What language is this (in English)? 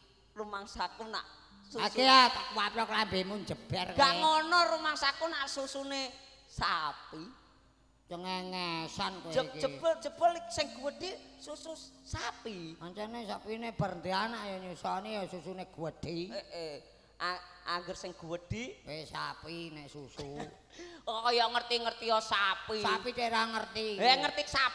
Javanese